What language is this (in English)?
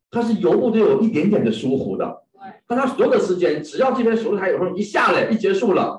Chinese